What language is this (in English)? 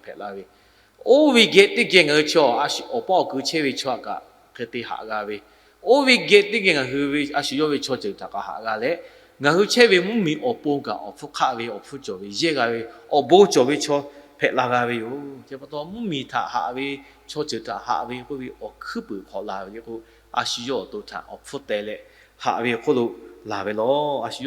Lahu